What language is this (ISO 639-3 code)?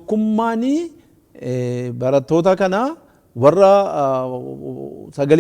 orm